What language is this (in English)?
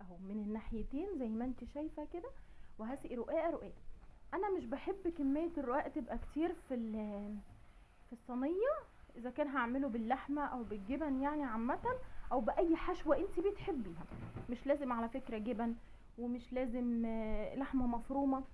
Egyptian Arabic